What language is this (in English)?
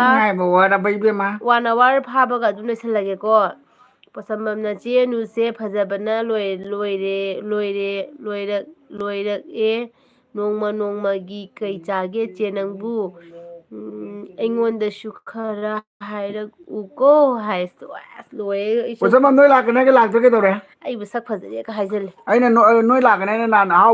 Manipuri